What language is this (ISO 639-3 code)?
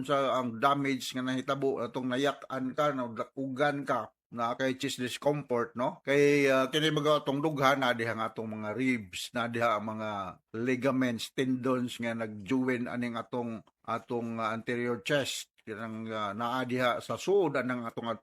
ceb